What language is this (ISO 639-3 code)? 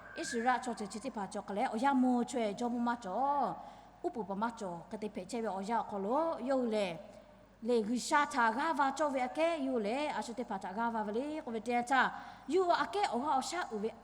lhu